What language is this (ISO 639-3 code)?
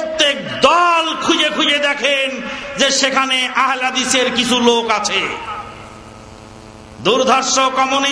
ben